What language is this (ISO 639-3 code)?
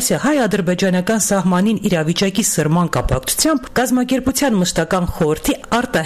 hye